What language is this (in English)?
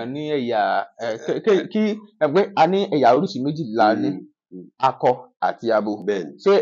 Yoruba